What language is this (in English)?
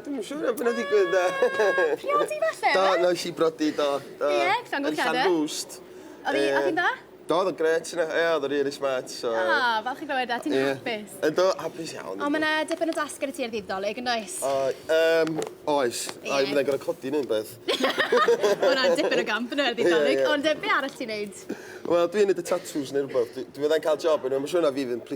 Welsh